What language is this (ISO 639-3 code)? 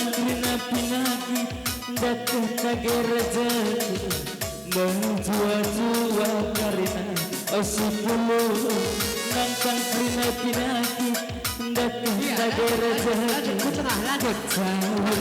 btx